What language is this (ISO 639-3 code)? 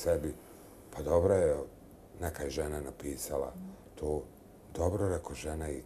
bos